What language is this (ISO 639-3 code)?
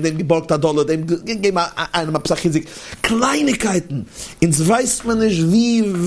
yid